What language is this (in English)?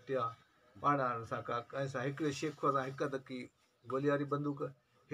Sindhi